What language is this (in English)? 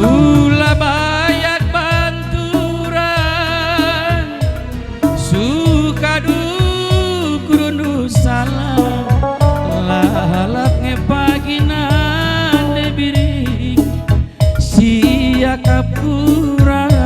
Batak Karo